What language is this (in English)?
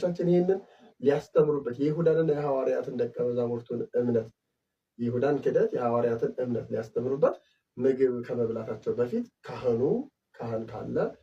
Amharic